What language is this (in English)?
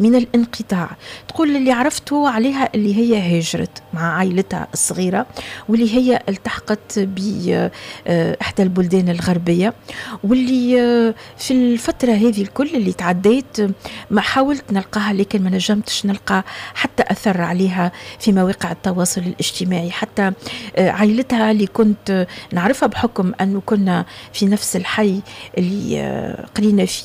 Tunisian Arabic